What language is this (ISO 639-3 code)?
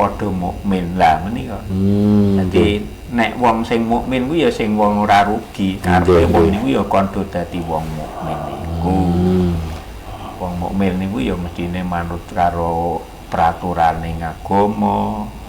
jav